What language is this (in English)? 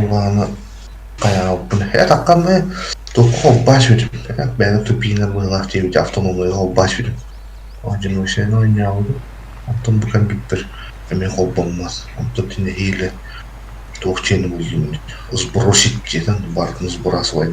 Yakut